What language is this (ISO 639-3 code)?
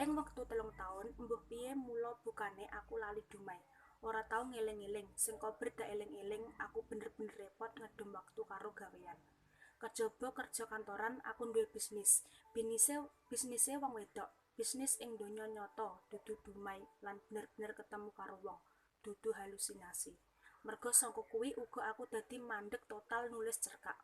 jav